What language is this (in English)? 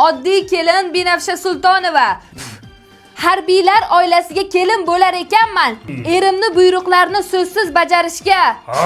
Uzbek